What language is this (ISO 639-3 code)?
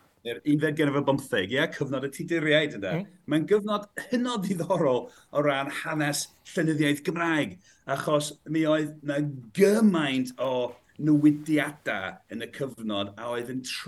cym